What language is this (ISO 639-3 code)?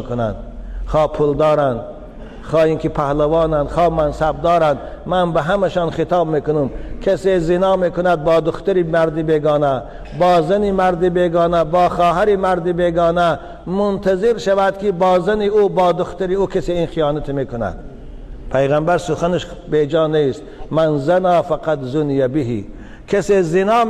tgk